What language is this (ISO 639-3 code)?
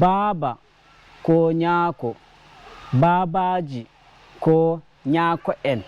ful